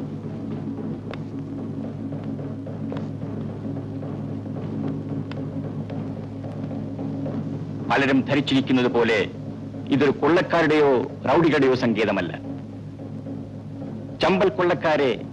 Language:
Malayalam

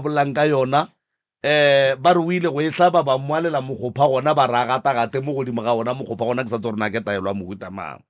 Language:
Northern Sotho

